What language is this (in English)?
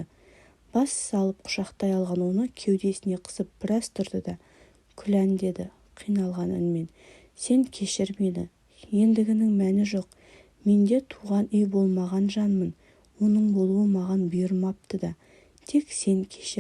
Kazakh